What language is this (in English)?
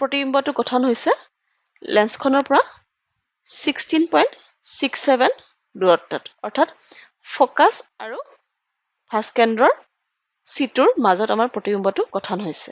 Assamese